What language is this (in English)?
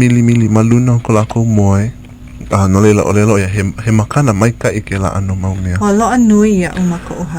Hawaiian